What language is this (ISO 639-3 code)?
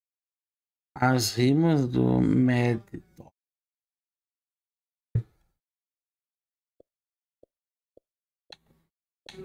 por